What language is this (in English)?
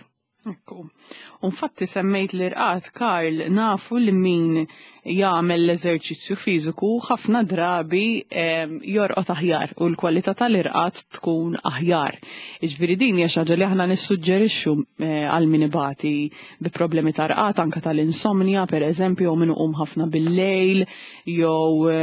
Maltese